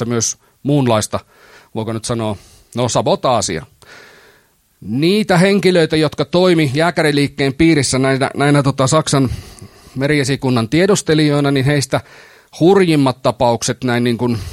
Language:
Finnish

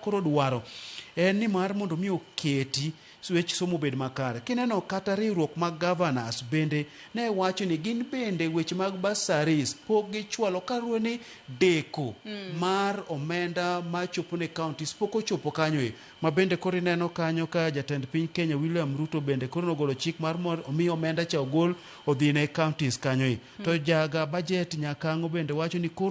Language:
Luo (Kenya and Tanzania)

